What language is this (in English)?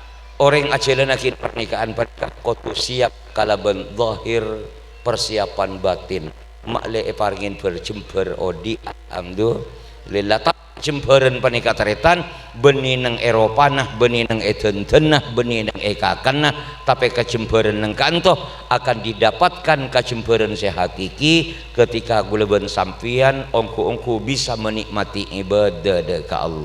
Madurese